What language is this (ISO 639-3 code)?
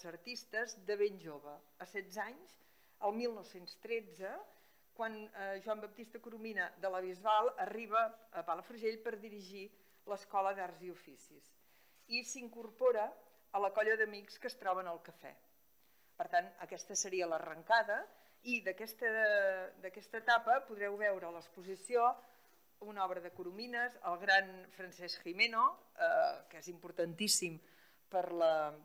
cat